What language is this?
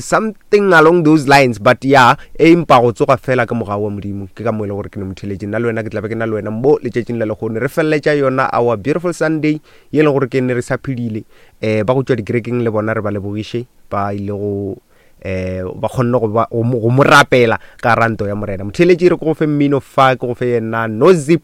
Northern Sotho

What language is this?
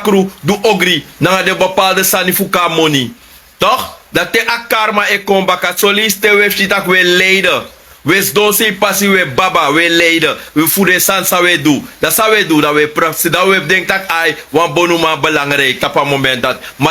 Sranan Tongo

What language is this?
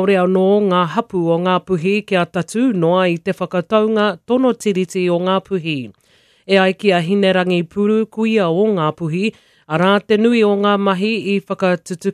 Māori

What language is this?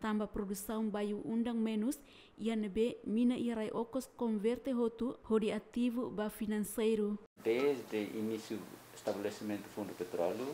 Tetum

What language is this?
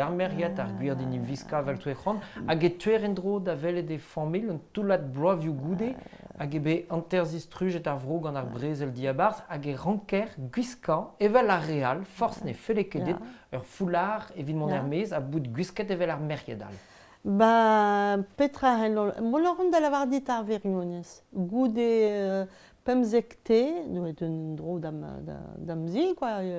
Breton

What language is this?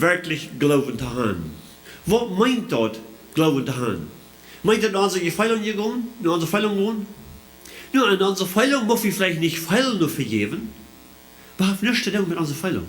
Plautdietsch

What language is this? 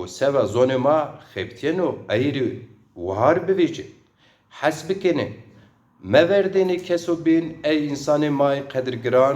Zaza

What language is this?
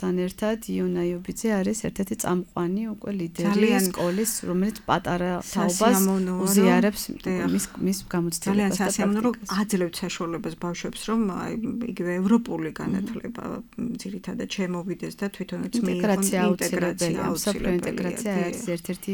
Georgian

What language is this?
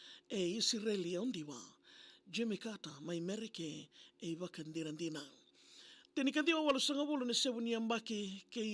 Fijian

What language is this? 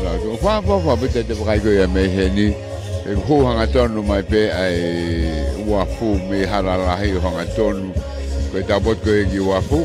Tongan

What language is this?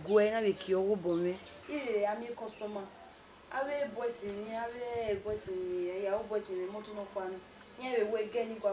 Bini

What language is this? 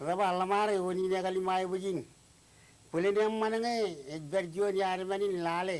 Marshallese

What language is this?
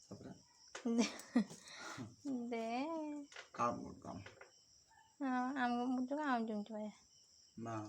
Santali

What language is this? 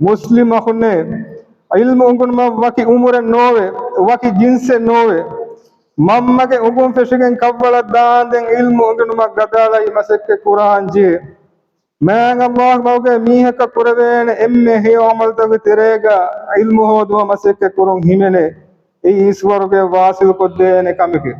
Divehi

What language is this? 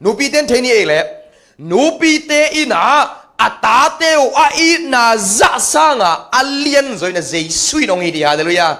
Tedim Chin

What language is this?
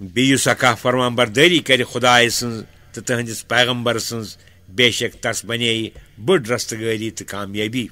Kashmiri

